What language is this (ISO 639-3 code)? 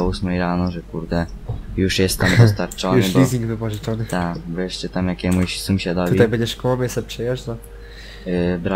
pol